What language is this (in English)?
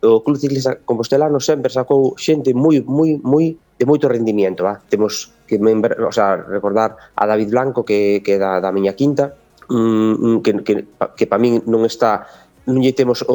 Galician